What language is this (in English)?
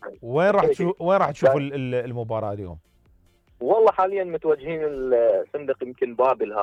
Mesopotamian Arabic